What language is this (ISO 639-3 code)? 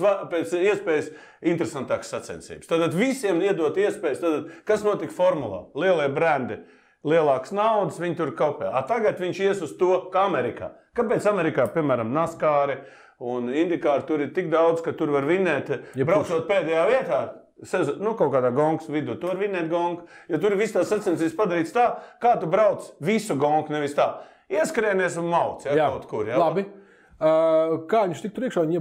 lav